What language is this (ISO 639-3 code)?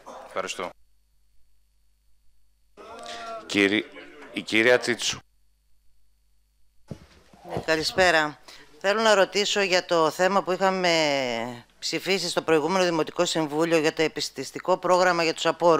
ell